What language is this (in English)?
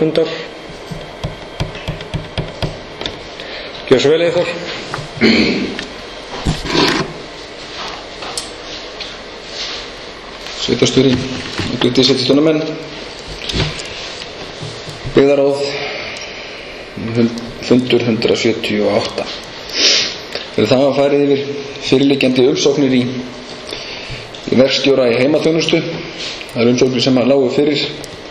Icelandic